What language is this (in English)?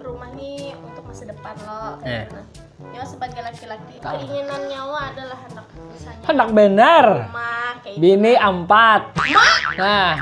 Banjar